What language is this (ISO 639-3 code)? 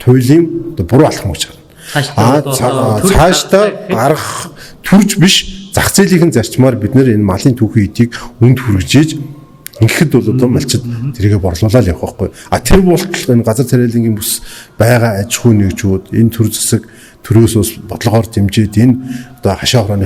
mon